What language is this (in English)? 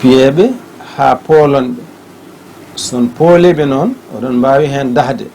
Fula